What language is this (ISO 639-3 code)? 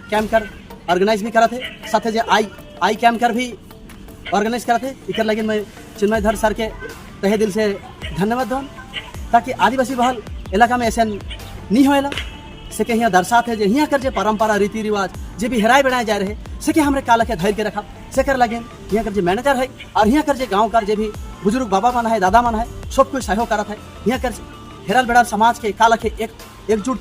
sck